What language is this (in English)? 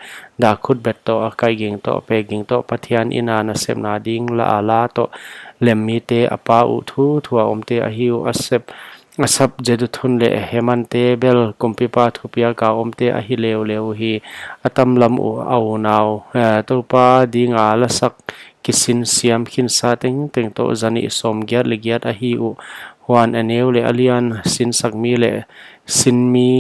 Paite Chin